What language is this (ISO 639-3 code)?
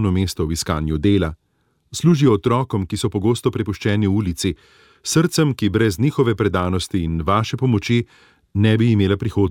slv